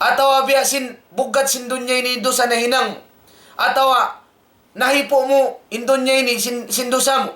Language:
Tausug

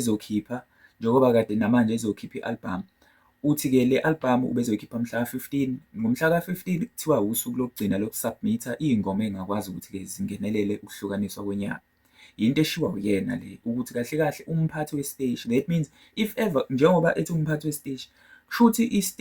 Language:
Zulu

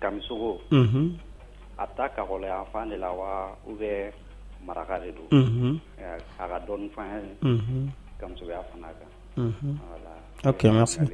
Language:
Bambara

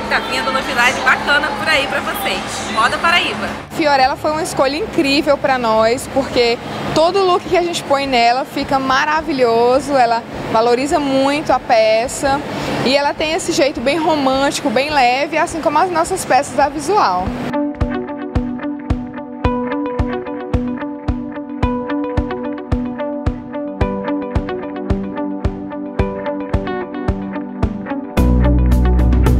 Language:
Portuguese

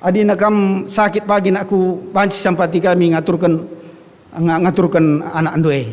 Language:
Batak Karo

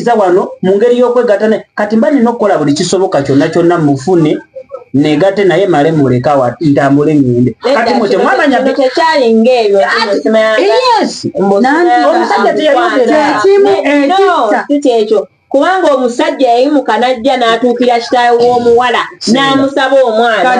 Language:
Ganda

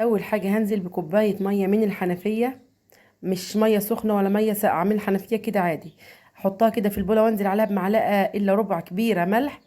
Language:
Egyptian Arabic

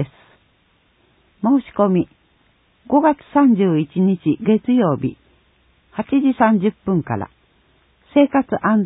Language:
Japanese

